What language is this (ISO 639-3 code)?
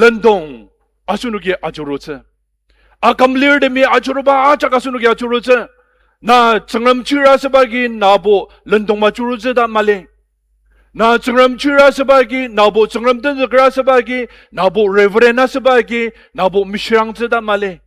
njo